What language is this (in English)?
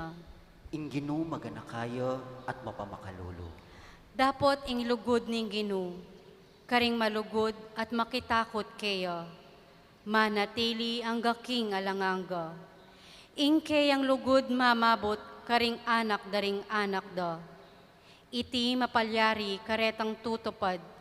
Pampanga